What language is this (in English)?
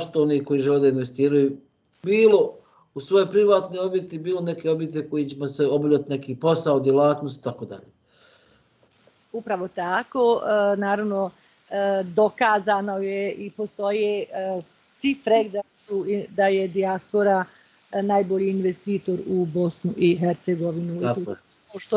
Bosnian